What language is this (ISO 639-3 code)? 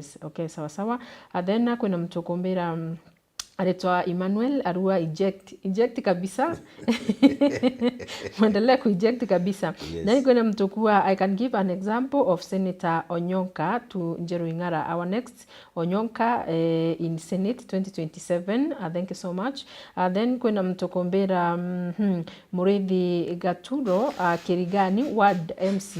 mer